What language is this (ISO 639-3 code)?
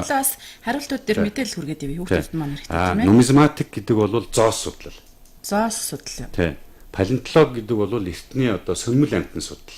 mon